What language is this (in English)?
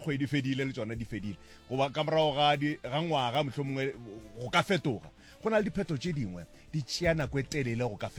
Northern Sotho